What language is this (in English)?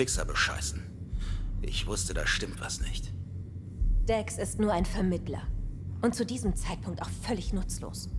Bavarian